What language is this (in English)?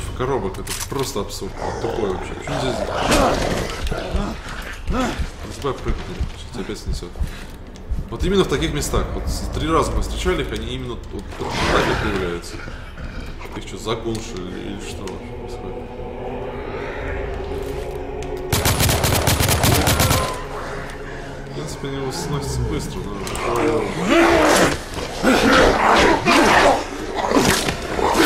Russian